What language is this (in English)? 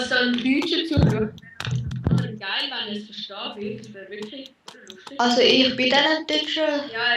Swiss German